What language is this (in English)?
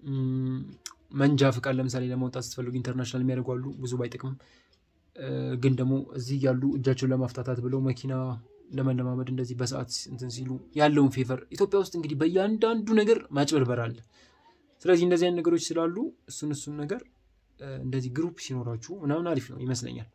Amharic